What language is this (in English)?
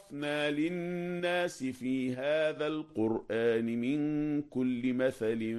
Arabic